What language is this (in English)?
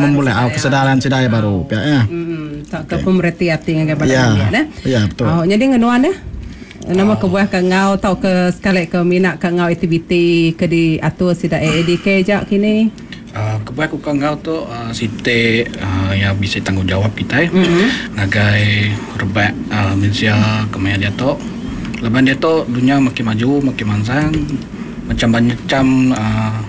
Iban